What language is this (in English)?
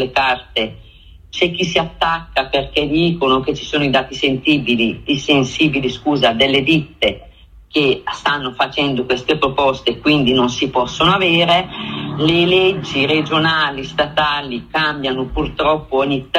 Italian